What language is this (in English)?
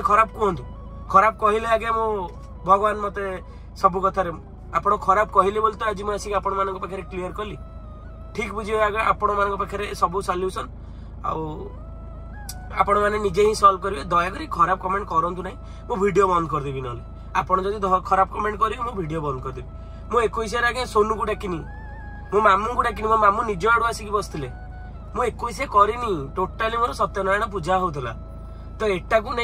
Odia